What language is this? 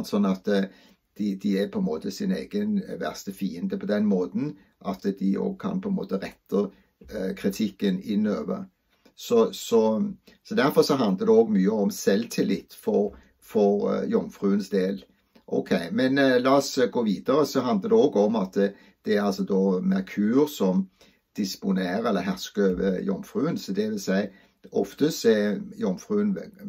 Norwegian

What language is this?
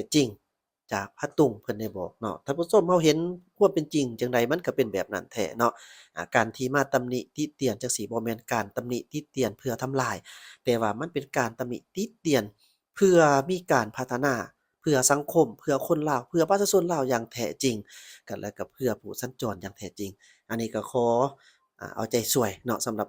Lao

